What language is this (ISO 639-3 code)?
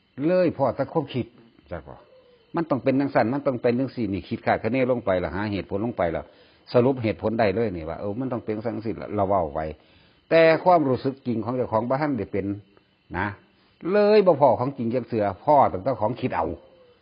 tts